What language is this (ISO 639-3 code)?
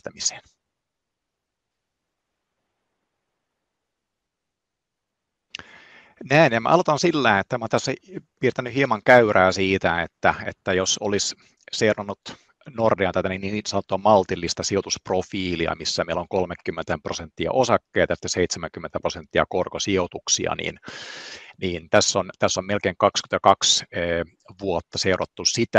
fin